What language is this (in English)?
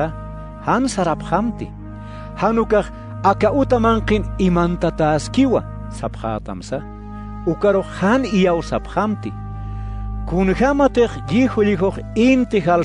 Aymara